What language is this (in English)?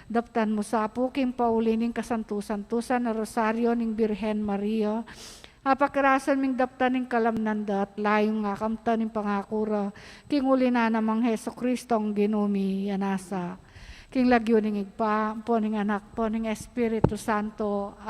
Pampanga